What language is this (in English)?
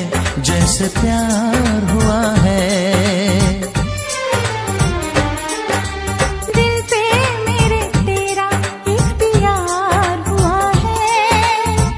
Hindi